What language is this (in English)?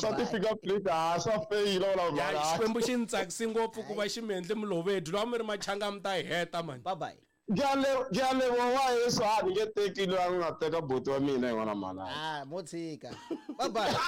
Tsonga